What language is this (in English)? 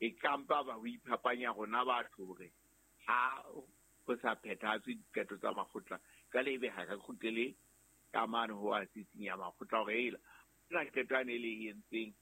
Southern Sotho